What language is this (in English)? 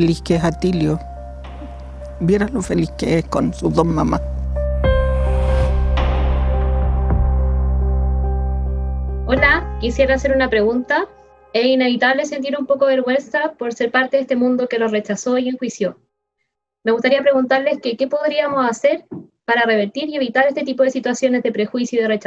Spanish